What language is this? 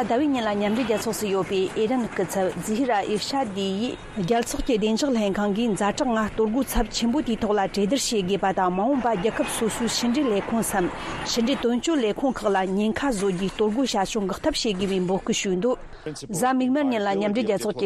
Tibetan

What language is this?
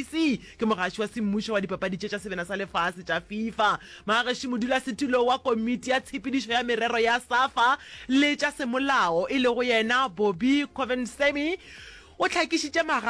Northern Sotho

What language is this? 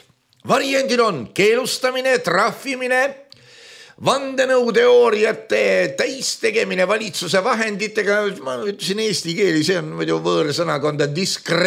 Estonian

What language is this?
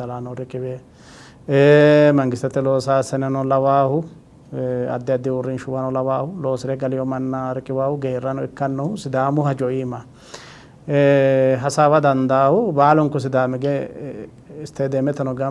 Sidamo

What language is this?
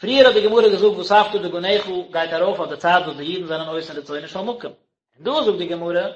Yiddish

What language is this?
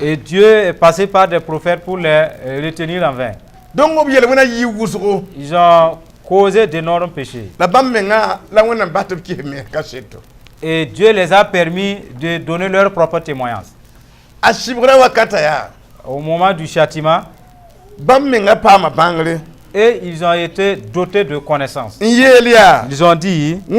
Mossi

